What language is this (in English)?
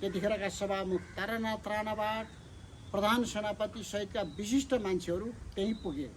Nepali